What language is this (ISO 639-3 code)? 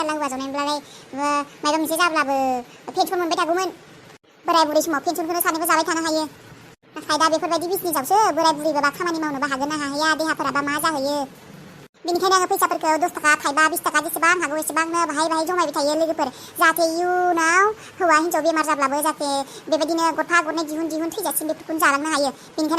brx